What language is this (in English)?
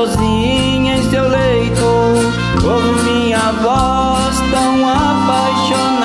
Portuguese